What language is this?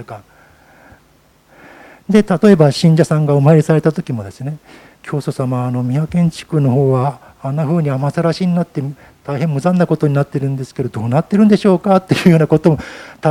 Japanese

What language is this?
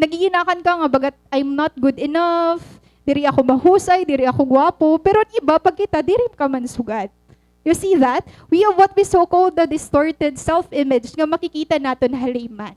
Waray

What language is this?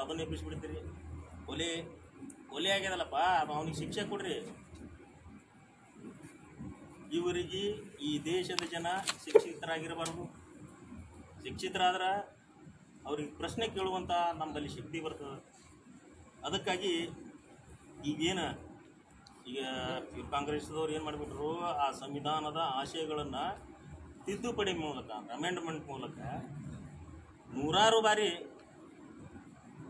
Kannada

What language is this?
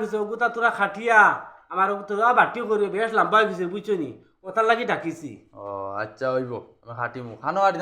Sylheti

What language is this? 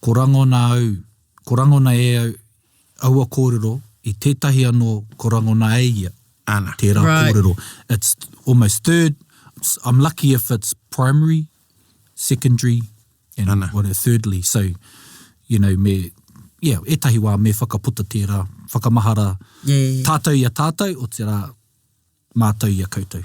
Māori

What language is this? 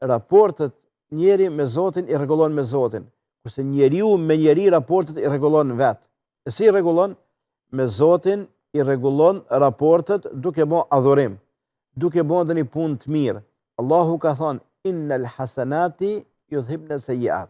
Albanian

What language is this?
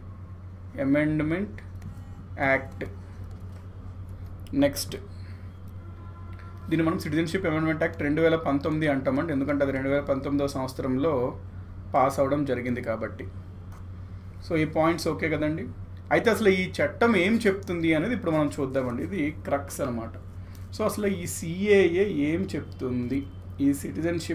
Telugu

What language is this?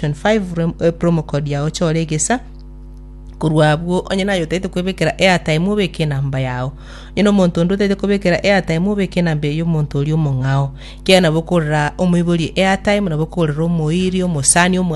Gusii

